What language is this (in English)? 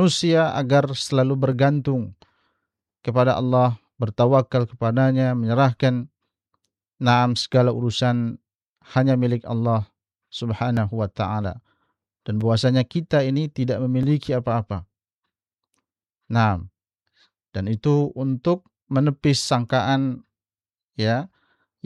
Indonesian